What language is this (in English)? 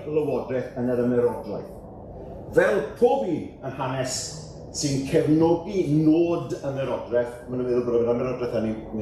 Welsh